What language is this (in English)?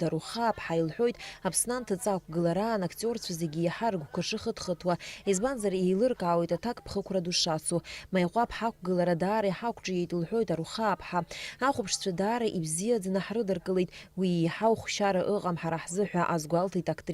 Abkhazian